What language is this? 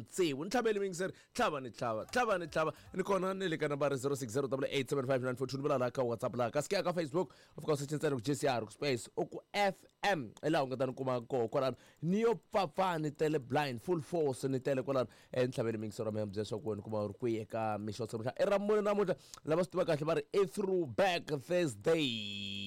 Tsonga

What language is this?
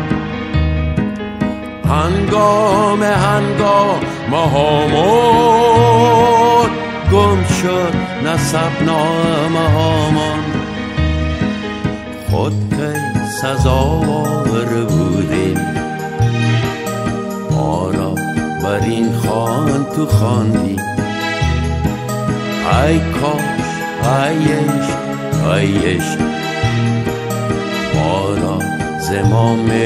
Persian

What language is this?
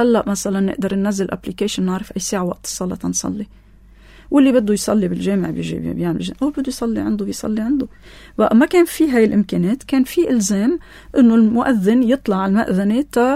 North Levantine Arabic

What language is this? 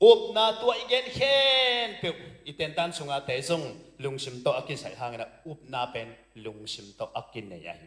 Tedim Chin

